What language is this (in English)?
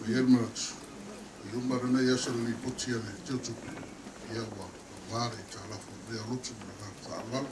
Samoan